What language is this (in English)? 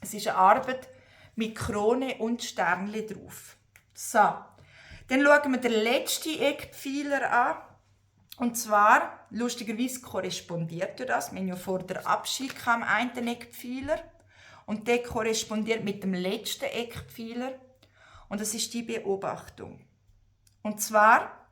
Swiss German